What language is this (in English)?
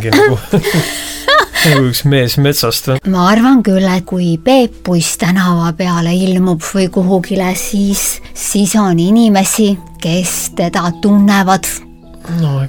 Estonian